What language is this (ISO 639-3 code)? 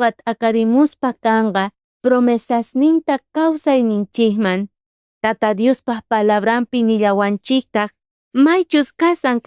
quh